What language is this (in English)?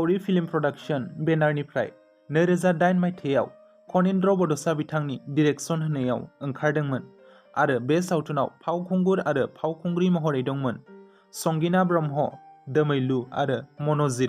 Bodo